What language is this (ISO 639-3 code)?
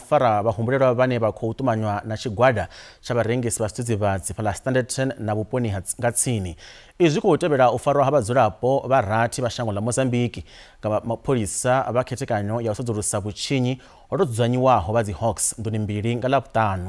ven